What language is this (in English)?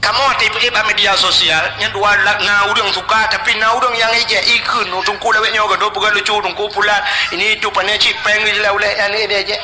Achinese